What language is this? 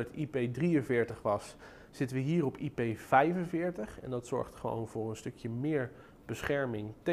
Dutch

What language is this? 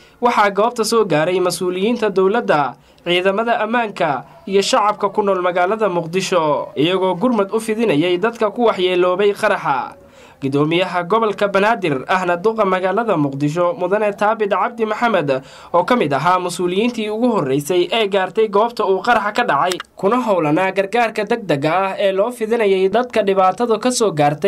Somali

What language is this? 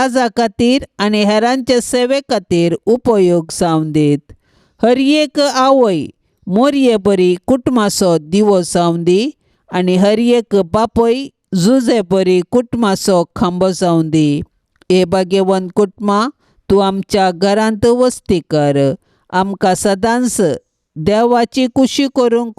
Konkani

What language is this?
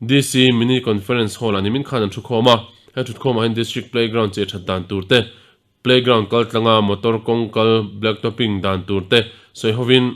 Mizo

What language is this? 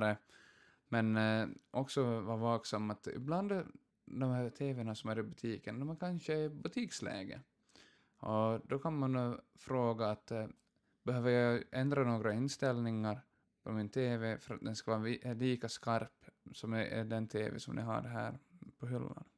Swedish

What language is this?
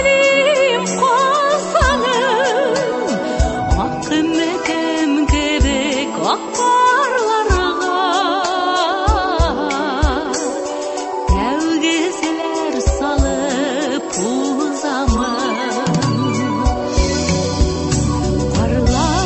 Tatar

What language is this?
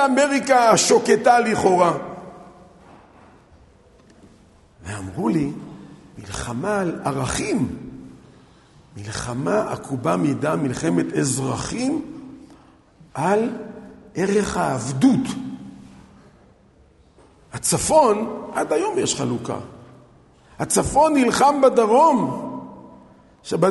Hebrew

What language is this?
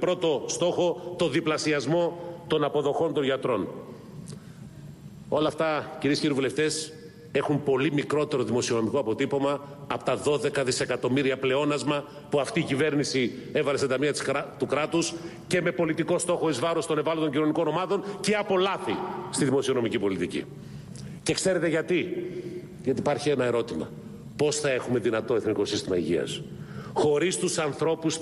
Greek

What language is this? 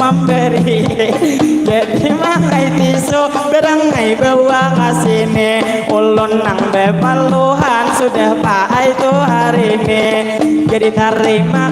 Banjar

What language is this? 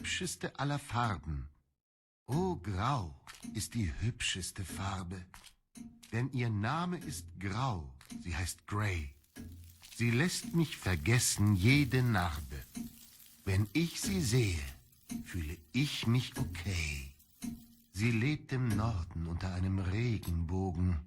Swiss German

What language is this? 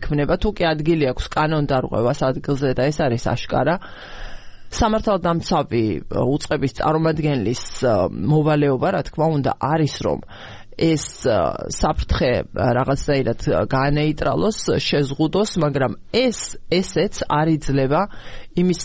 Georgian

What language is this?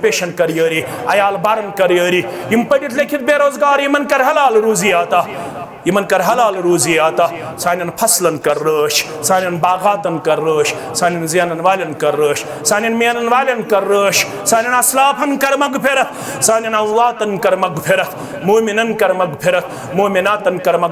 Kashmiri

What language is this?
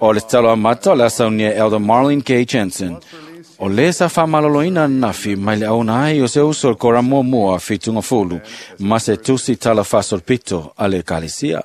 Samoan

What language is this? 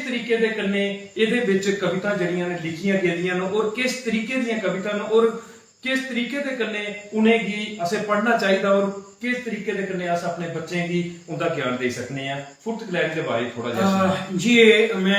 Dogri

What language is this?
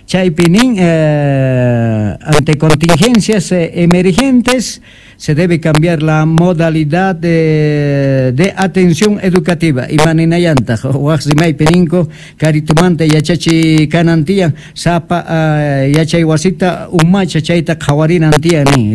Quechua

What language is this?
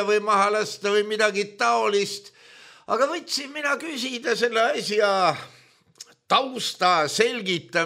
Estonian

